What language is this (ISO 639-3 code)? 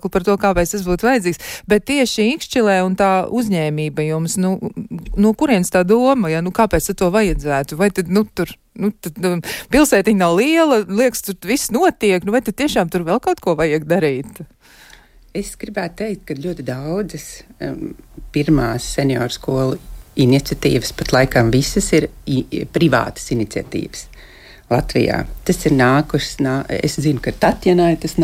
lav